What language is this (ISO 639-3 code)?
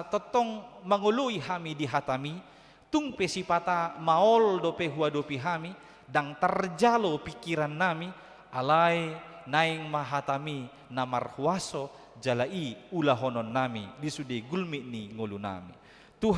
bbc